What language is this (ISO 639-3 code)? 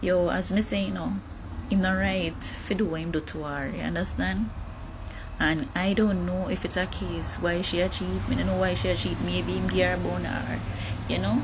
jam